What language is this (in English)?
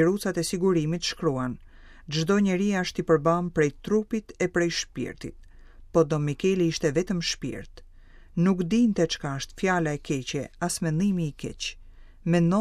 Albanian